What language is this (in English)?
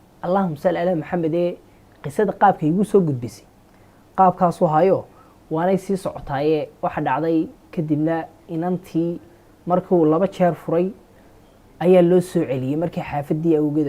Somali